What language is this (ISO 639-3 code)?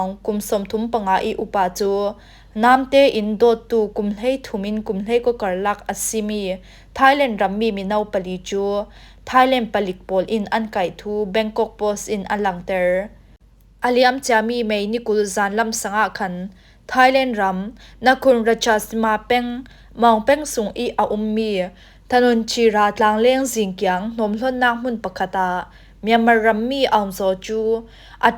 cfm